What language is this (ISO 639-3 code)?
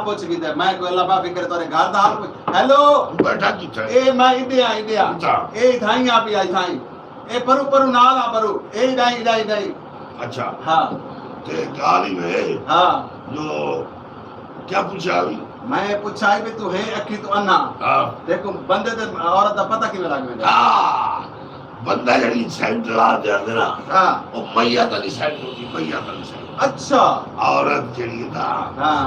skr